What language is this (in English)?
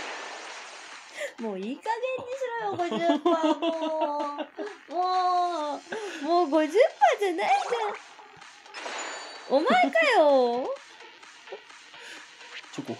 Japanese